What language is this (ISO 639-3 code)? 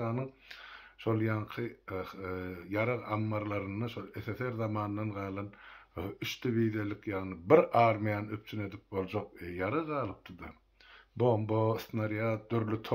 tuk